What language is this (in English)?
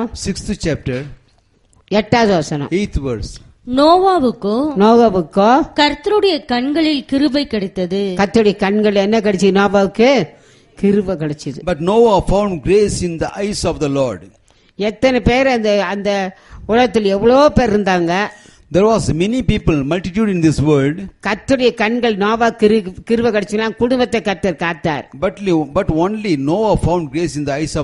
Tamil